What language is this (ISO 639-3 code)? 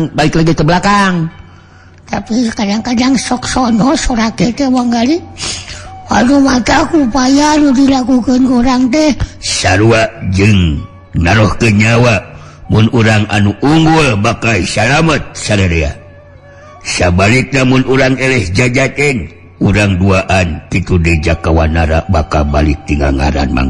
sun